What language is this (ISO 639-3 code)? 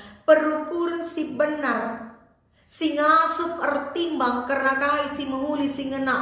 btx